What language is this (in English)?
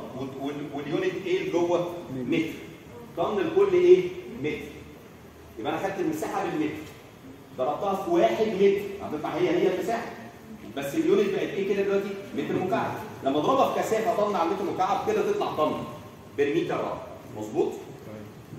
Egyptian Arabic